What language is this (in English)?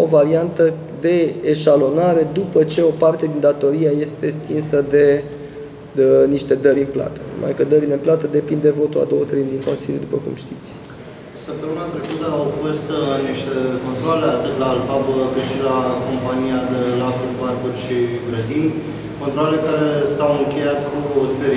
Romanian